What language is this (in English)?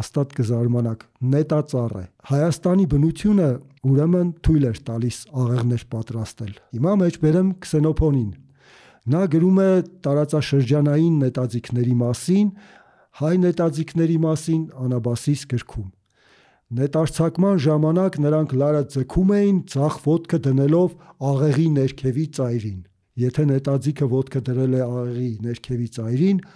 Armenian